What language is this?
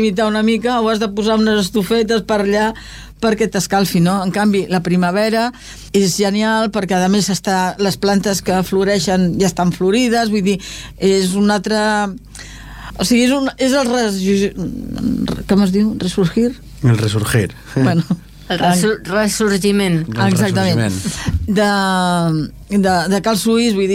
Catalan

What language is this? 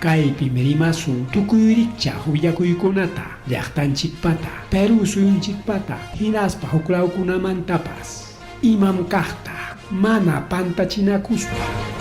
Ayacucho Quechua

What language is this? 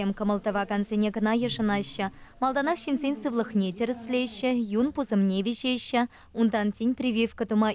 Chuvash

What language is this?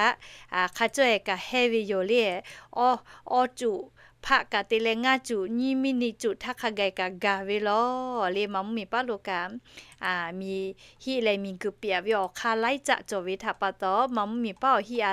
Lahu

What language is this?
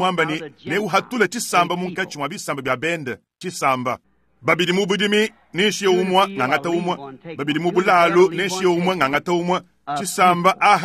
Luba-Lulua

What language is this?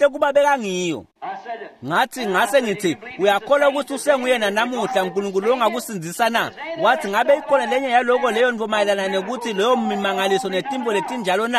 Swati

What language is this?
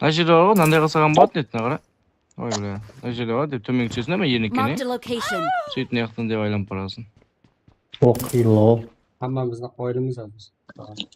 Kara-Kalpak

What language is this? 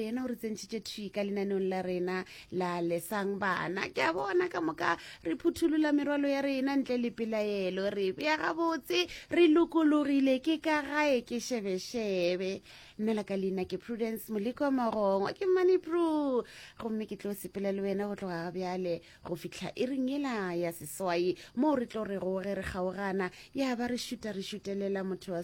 Northern Sotho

